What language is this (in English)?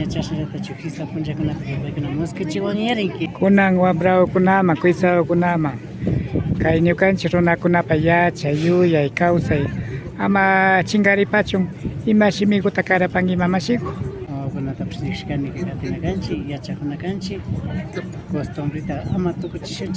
Imbabura Highland Quichua